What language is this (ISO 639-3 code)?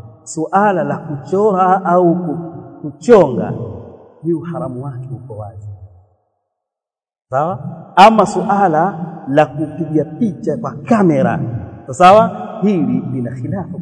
swa